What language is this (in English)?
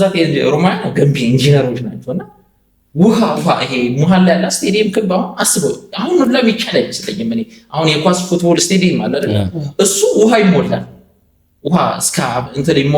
Amharic